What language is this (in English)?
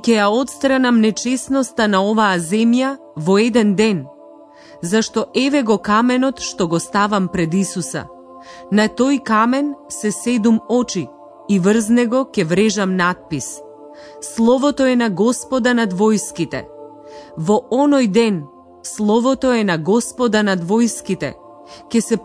Macedonian